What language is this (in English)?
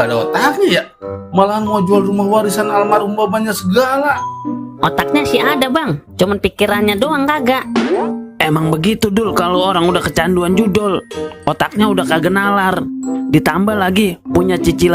Betawi